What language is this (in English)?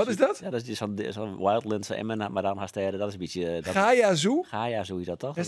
Western Frisian